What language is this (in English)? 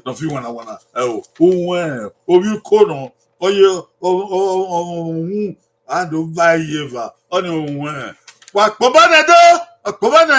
Bini